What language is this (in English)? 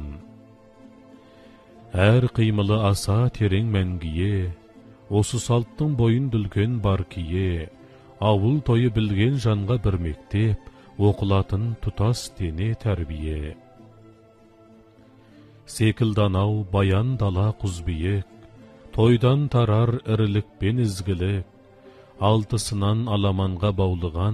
Kazakh